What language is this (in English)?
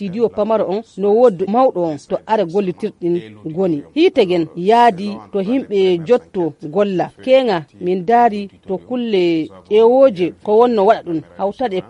Nigerian Fulfulde